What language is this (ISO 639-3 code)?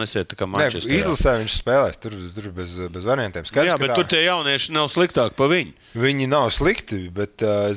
lav